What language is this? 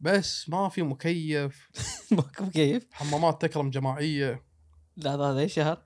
Gulf Arabic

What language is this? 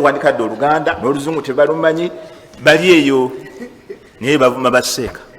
Ganda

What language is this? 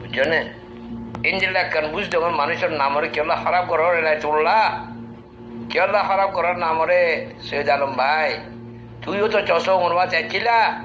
Rohingya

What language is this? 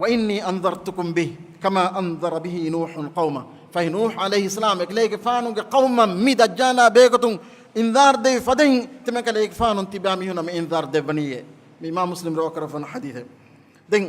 Divehi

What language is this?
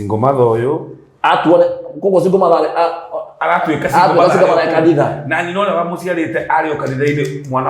Kikuyu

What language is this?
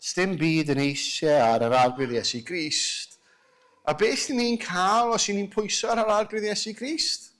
Welsh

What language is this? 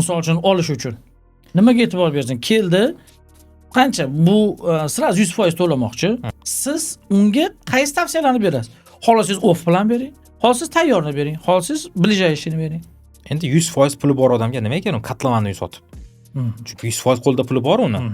Uzbek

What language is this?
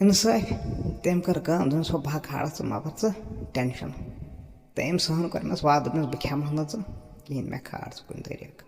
Kashmiri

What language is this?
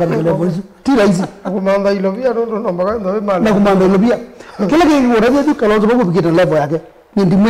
Kamba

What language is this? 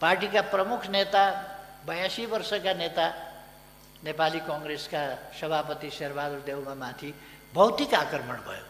Nepali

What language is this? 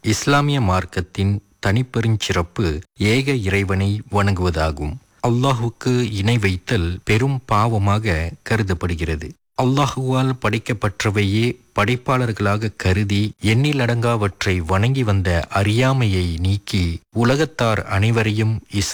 Tamil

